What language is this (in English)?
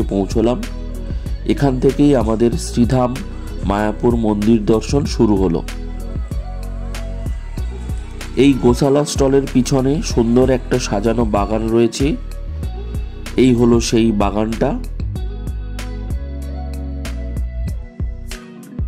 Bangla